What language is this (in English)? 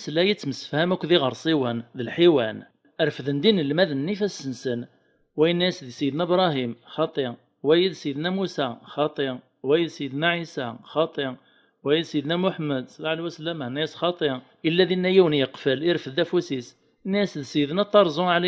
Kabyle